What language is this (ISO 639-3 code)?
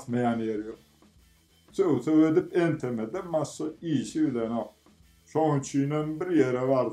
tuk